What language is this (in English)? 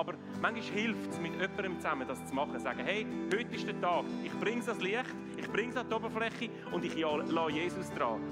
Swiss German